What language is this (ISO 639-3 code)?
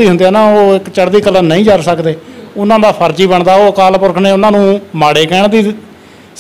pan